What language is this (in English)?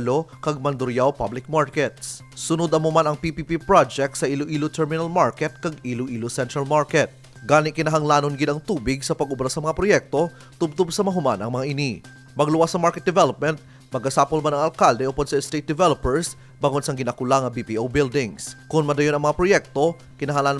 Hiligaynon